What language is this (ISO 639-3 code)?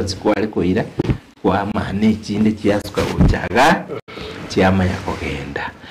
guz